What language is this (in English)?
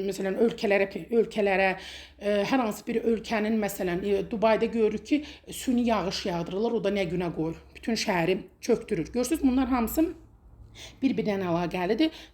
Azerbaijani